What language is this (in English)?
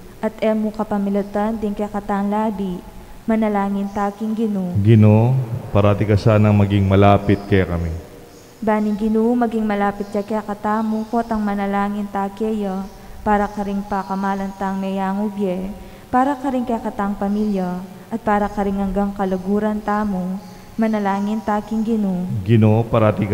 Pampanga